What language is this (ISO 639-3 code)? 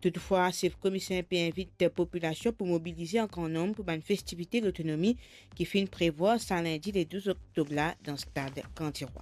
mfe